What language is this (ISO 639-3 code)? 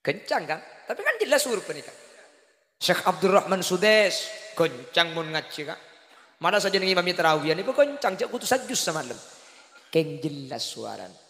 mad